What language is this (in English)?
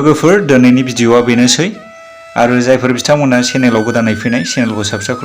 Bodo